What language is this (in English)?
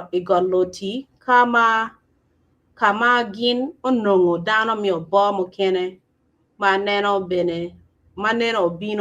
Acoli